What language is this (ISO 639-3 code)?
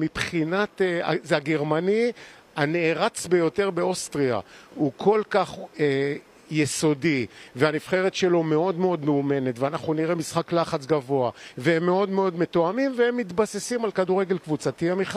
heb